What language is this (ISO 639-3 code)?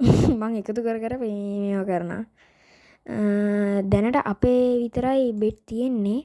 sin